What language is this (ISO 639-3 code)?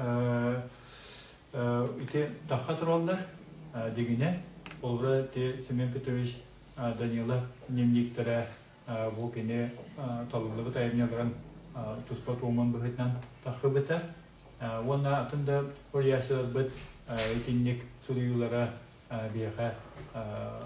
sah